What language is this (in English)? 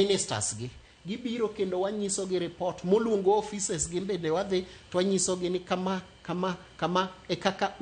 Luo (Kenya and Tanzania)